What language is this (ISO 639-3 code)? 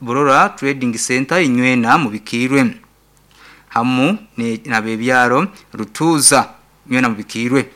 nyn